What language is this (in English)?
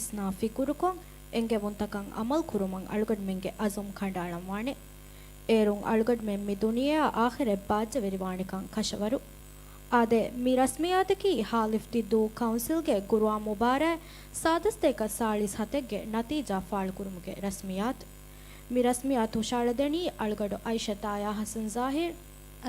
Divehi